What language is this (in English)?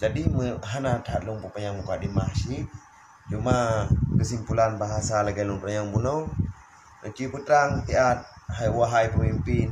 Achinese